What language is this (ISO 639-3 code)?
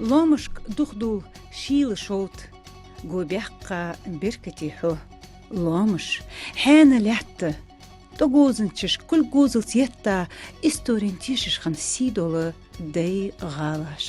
inh